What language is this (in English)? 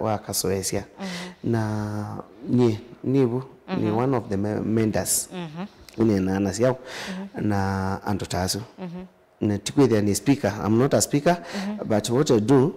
Kamba